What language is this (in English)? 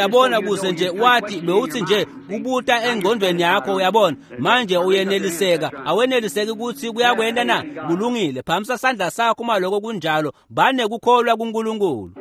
Swati